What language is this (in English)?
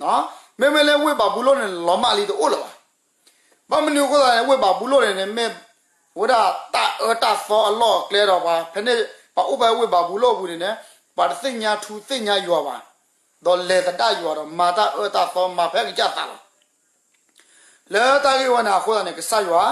S'gaw Karen